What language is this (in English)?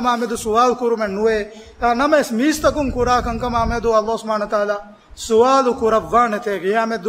Divehi